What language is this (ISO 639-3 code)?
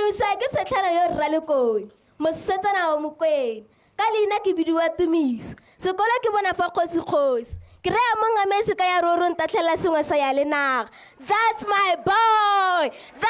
tsn